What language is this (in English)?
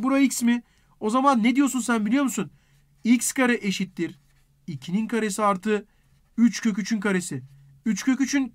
Turkish